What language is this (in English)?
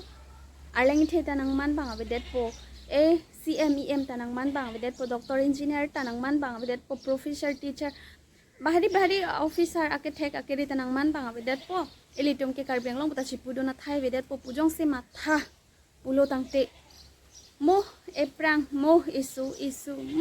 Karbi